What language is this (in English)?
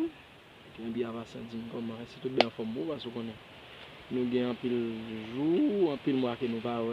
Haitian Creole